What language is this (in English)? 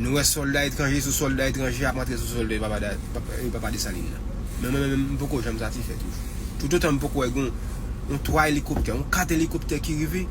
Haitian Creole